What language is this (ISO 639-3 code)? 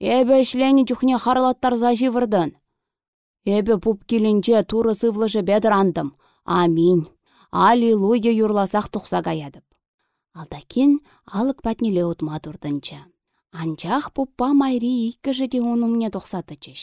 chv